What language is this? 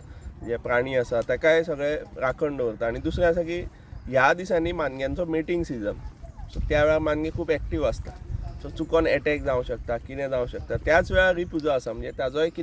Konkani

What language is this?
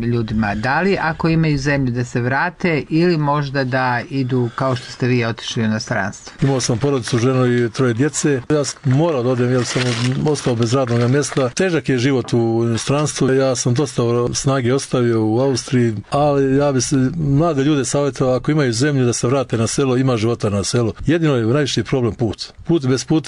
Bosnian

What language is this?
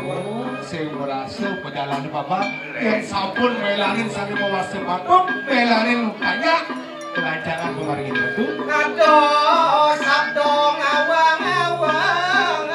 Balinese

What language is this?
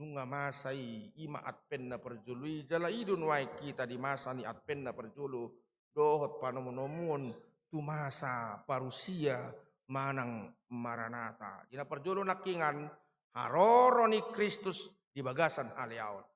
Batak Toba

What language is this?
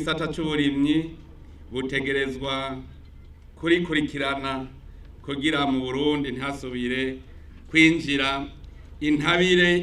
Rundi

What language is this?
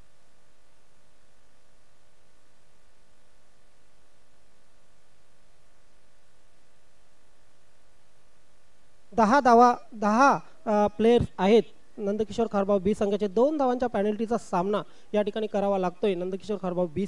Marathi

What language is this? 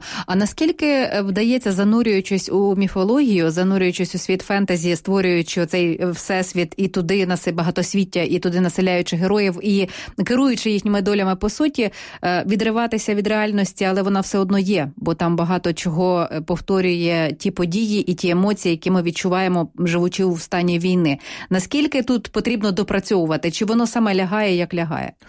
Ukrainian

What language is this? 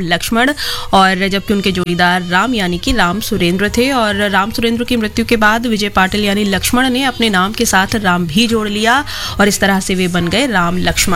Hindi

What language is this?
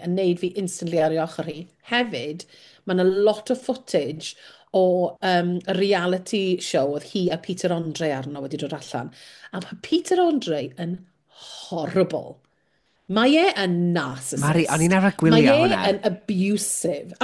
Welsh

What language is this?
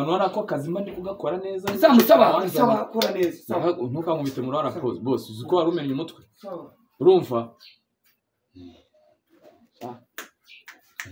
Kinyarwanda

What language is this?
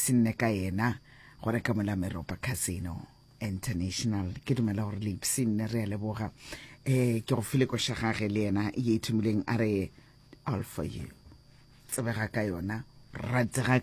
Northern Sotho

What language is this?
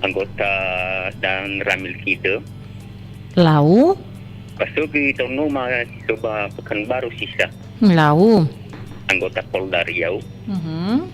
Nias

